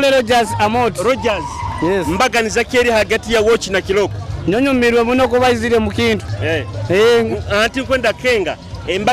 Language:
Nyoro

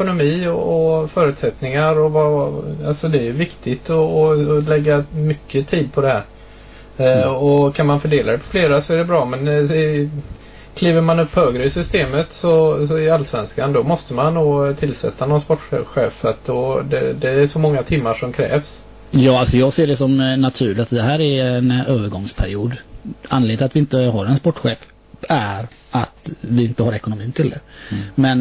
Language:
Swedish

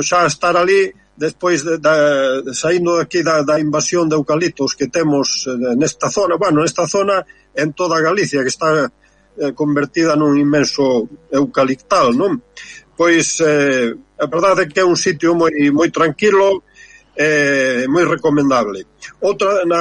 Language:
Galician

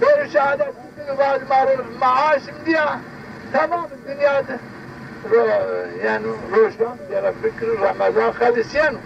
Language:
Zaza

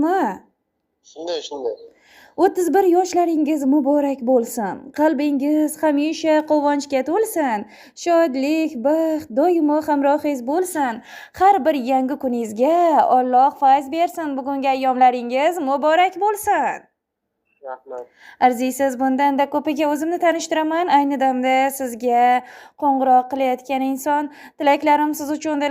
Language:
Uzbek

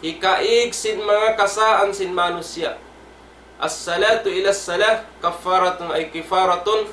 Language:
Tausug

